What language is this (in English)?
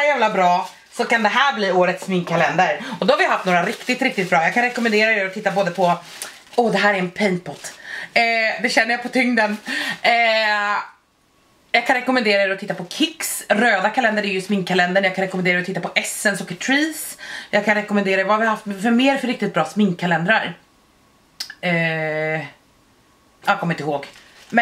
Swedish